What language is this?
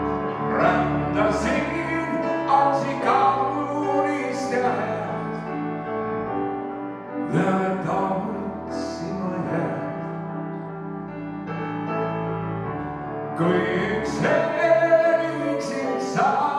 Estonian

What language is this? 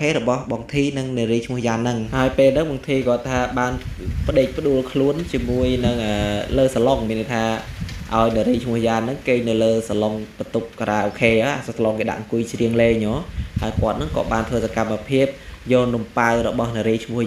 Khmer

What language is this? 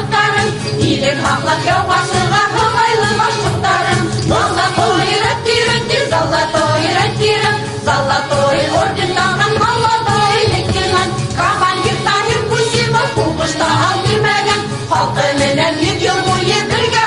Bashkir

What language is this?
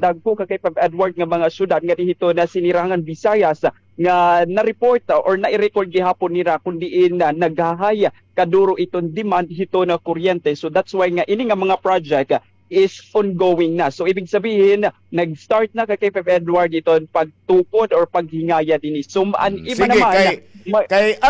Waray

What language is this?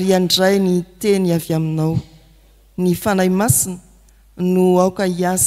Malagasy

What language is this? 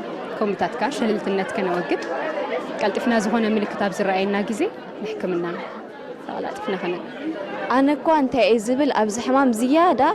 Tigrinya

